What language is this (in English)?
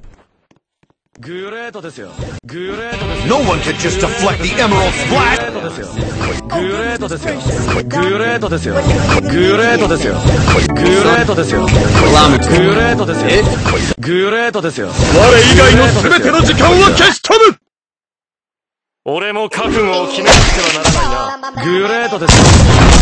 Japanese